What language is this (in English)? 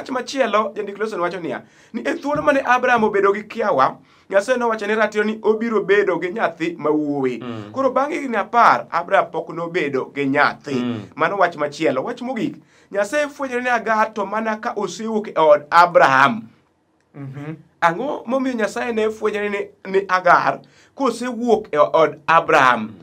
Luo (Kenya and Tanzania)